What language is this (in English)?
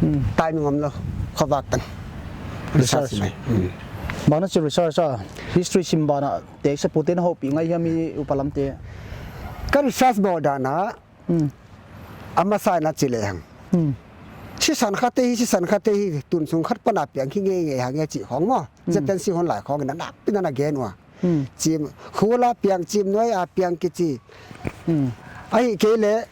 Paite Chin